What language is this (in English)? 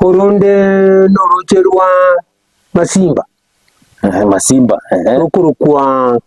Gusii